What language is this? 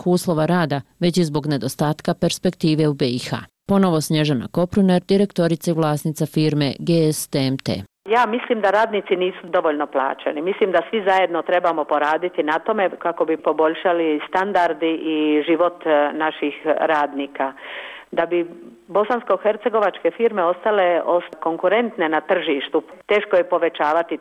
Bosnian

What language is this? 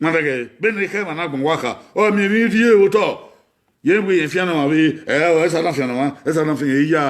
Bini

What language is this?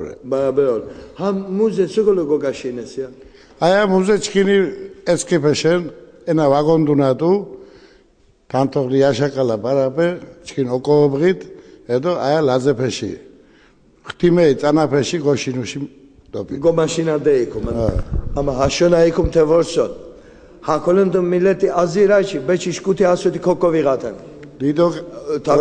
Laz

